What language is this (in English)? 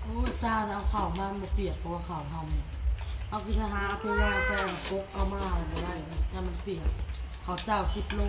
Northeastern Thai